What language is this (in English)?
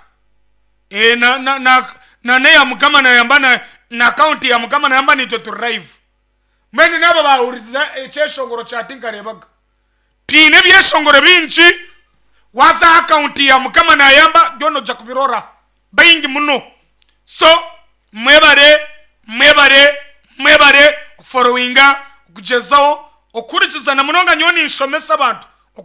Nyankole